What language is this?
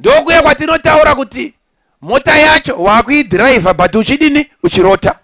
Shona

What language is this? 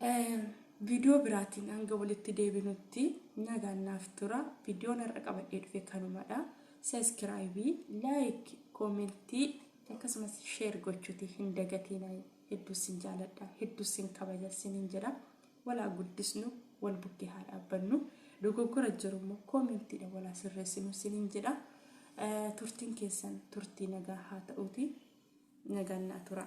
Oromo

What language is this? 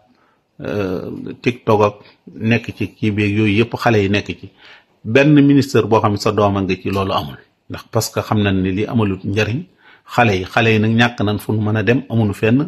Wolof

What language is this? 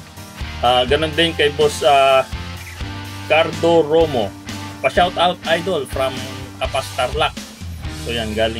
Filipino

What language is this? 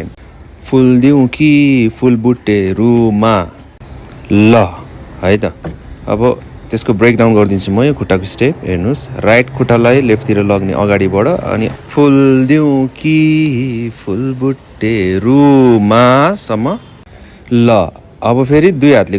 Nepali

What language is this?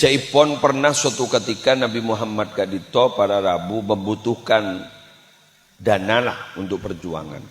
Madurese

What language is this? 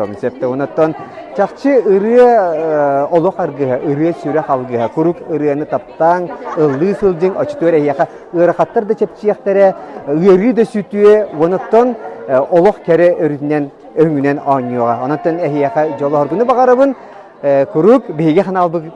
Yakut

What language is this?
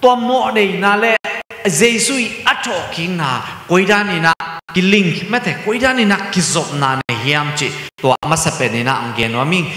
Tedim Chin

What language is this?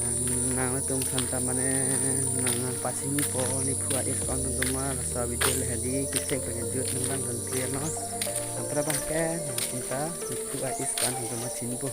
Karbi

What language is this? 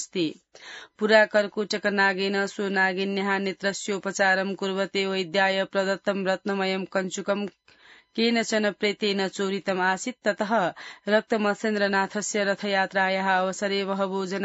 Sanskrit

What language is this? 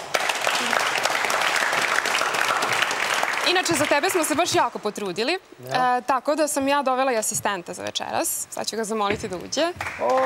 Serbian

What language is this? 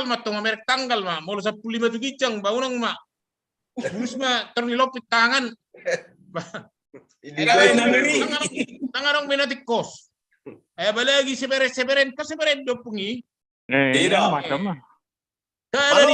Batak Toba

